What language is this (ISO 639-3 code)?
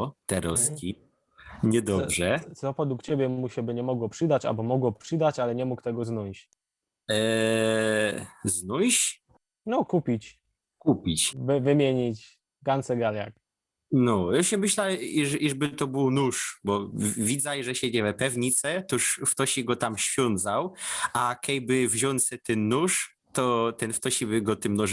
szl